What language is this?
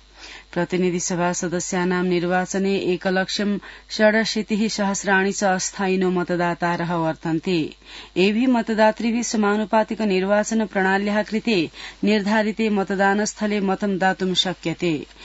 Sanskrit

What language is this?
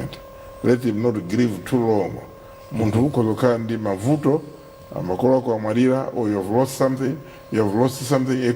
Nyanja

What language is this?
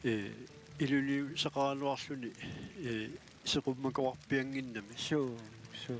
Kalaallisut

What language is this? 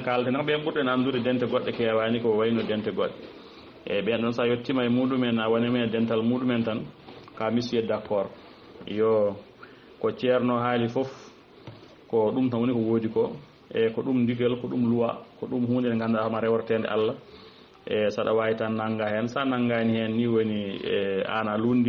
Fula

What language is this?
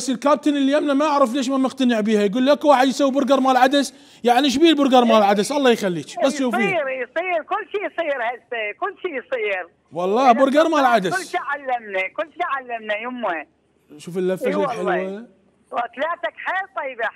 Mesopotamian Arabic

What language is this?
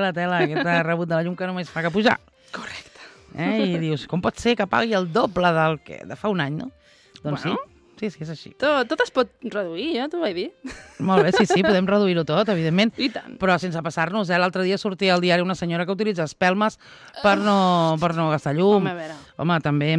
Catalan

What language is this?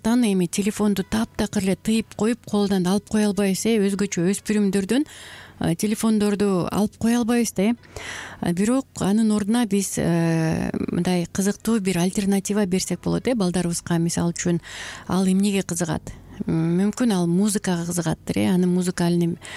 Kyrgyz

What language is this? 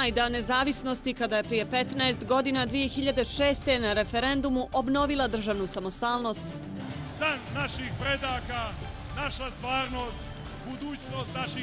Serbian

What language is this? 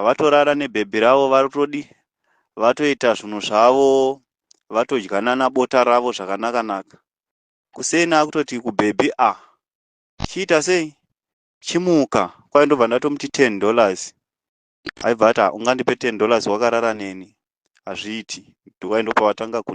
Shona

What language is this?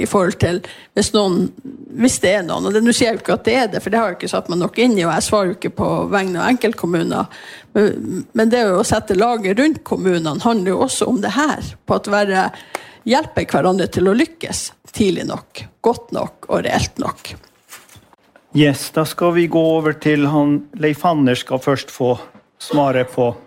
Norwegian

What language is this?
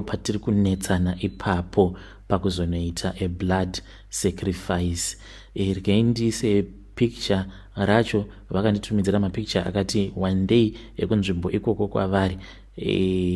Shona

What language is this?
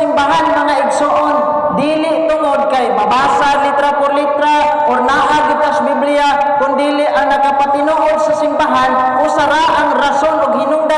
Cebuano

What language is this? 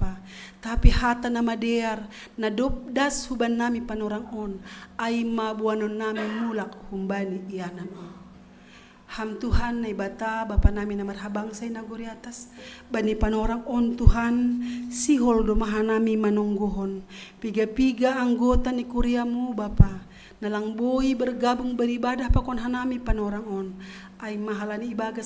Batak Simalungun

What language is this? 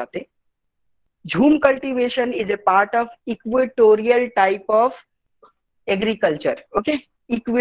Bangla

